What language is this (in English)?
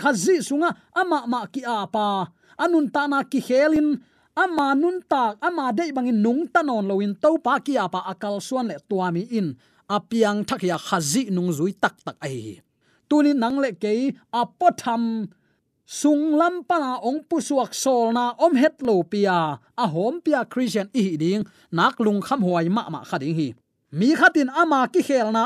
Tedim Chin